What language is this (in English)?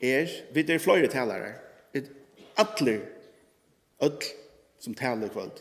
Faroese